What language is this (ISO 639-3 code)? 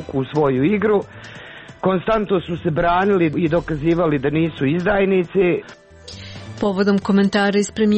srp